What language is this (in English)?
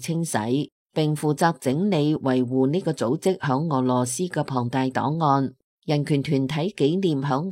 Cantonese